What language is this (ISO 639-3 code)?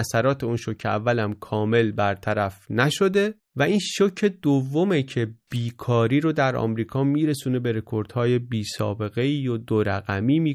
fas